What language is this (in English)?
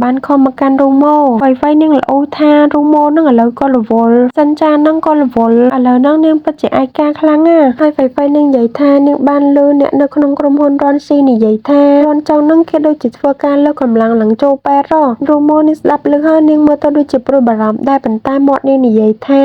Khmer